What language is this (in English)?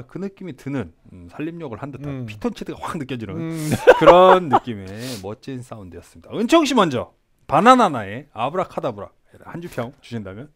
Korean